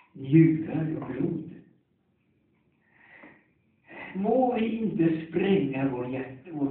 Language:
Swedish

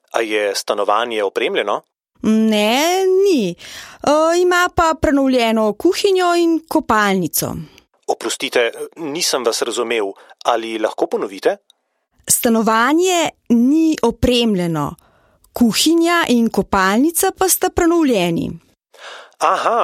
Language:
Slovenian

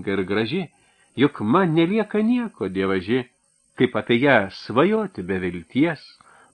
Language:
Lithuanian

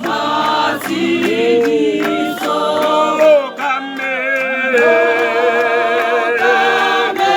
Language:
Tswana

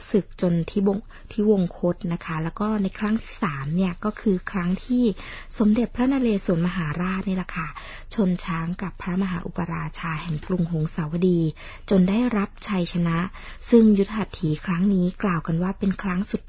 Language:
Thai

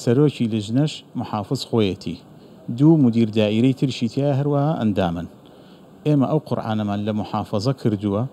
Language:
Central Kurdish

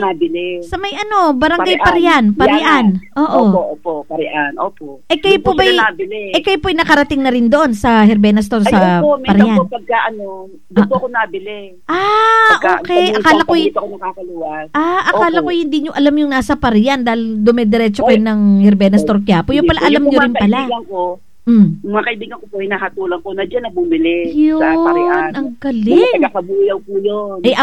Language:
Filipino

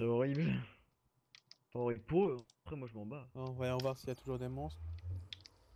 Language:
French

